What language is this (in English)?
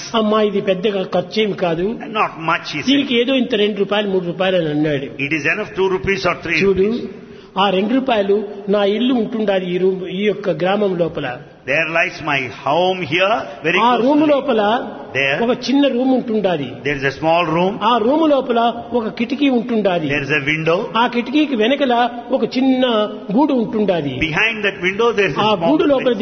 Telugu